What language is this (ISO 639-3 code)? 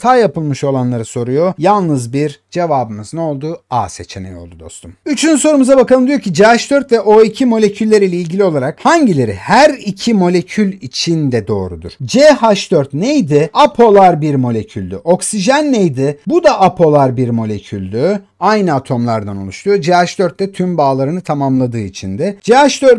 tur